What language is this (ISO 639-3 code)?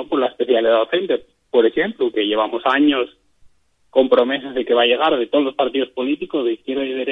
ast